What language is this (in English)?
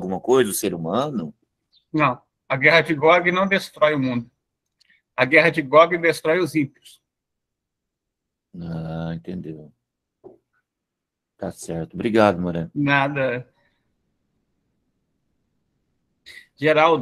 Portuguese